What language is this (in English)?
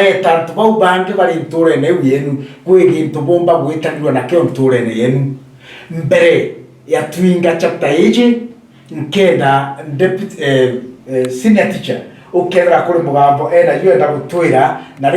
Meru